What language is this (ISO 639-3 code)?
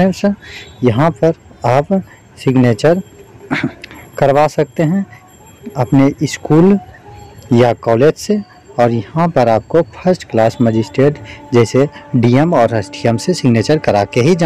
hin